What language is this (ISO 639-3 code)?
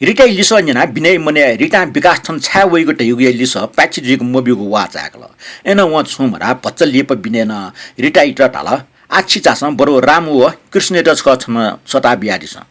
new